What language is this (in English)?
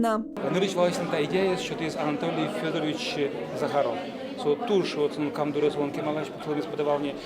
Udmurt